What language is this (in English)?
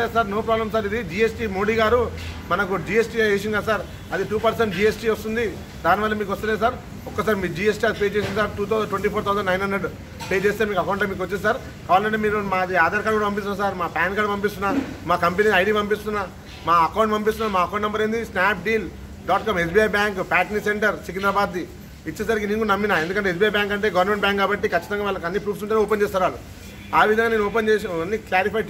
Telugu